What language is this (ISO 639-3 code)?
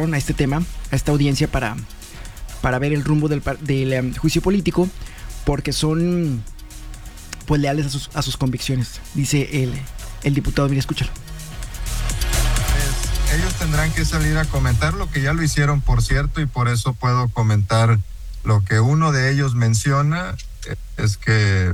spa